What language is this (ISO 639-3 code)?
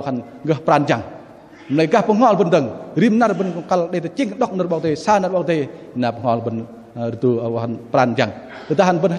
bdq